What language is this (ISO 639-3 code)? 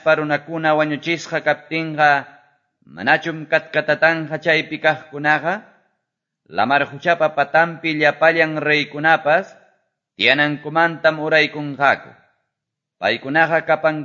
que